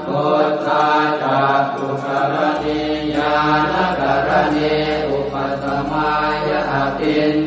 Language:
Pali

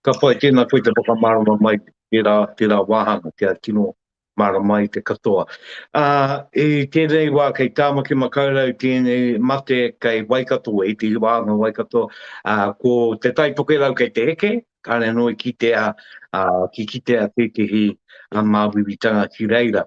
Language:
Māori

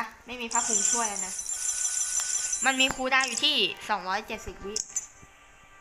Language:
Thai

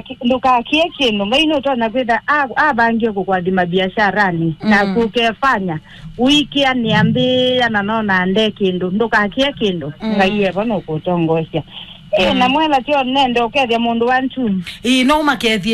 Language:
Kamba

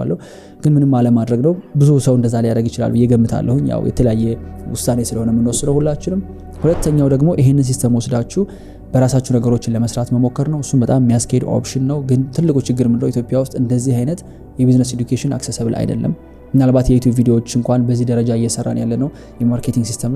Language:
Amharic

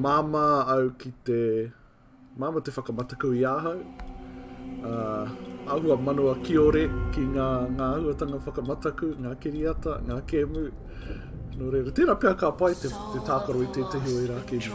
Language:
Māori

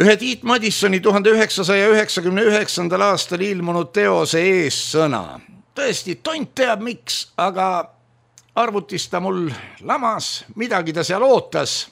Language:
Estonian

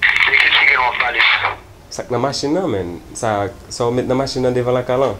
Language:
Haitian Creole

